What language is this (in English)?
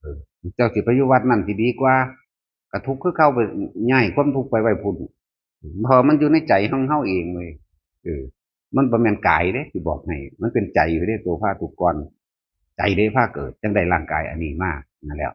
Northeastern Thai